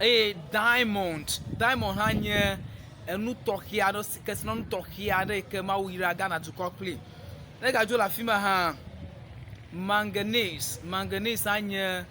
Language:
Ewe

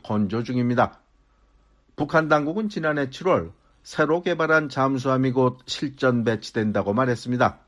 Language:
Korean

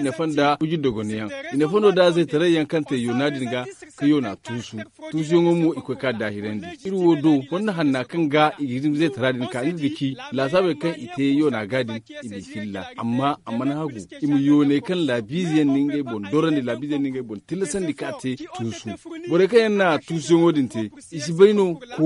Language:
Zarma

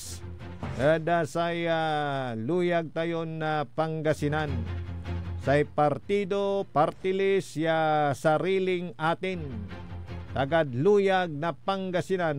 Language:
Pangasinan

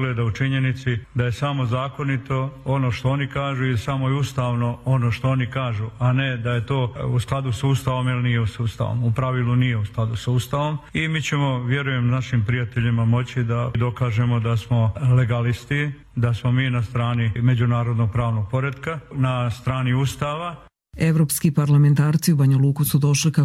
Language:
Croatian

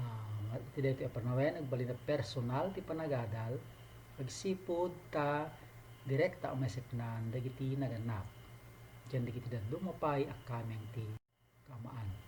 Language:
Iloko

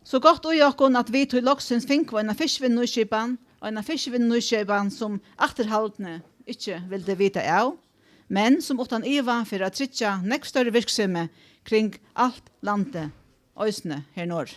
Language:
Faroese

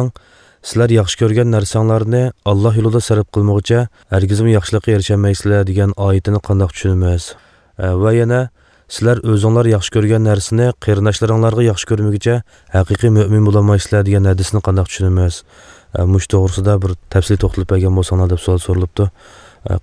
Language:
Uzbek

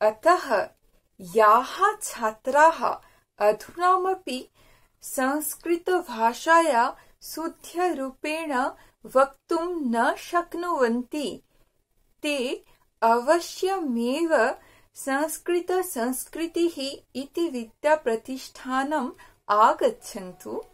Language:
Sanskrit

